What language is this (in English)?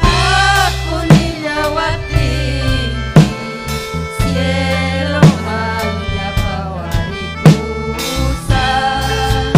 Ayacucho Quechua